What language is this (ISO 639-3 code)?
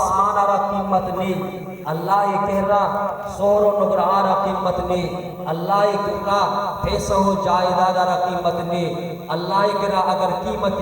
bal